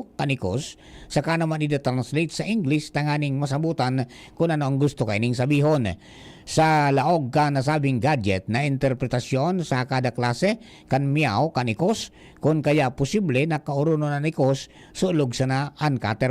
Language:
Bikol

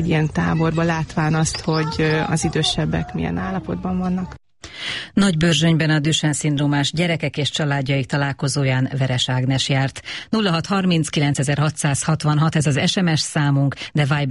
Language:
Hungarian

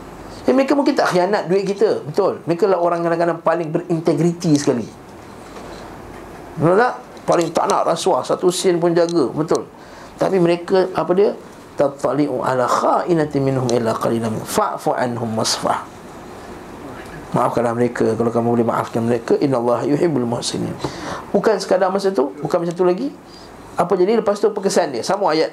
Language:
Malay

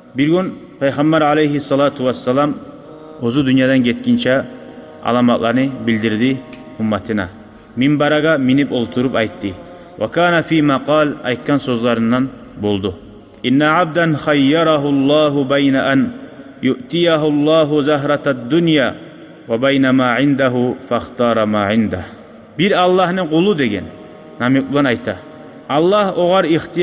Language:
Kumyk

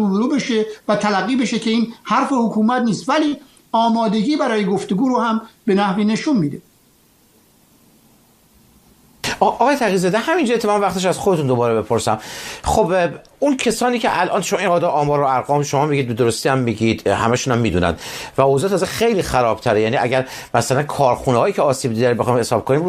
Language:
Persian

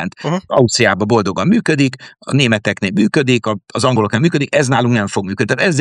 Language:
Hungarian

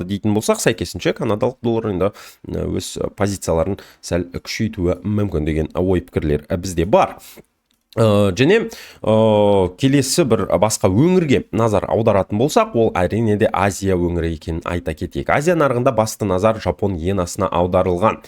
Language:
Kazakh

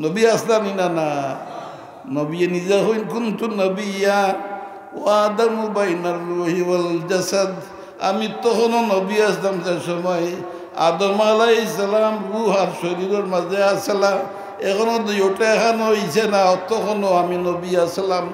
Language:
Sylheti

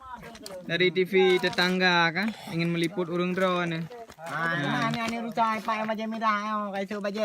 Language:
Achinese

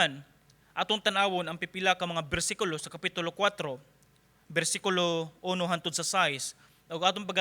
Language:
Cebuano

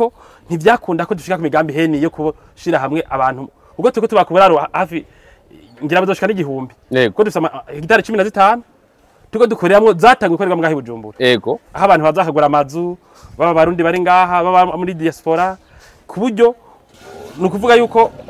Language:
Rundi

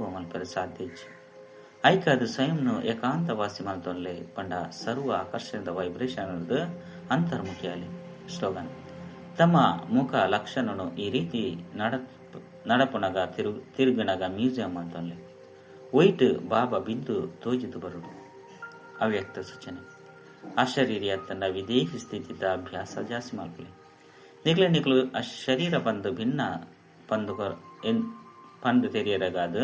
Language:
Tulu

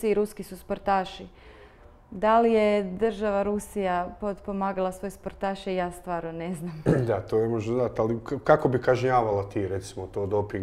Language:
Croatian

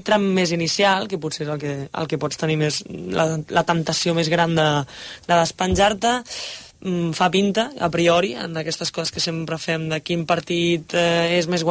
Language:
Catalan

